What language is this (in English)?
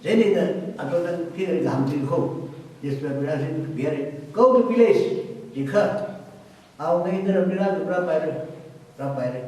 Tangkhul Naga (India)